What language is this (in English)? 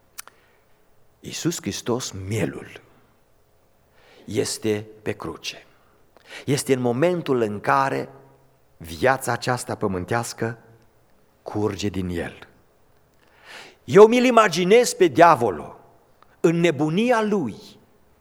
Romanian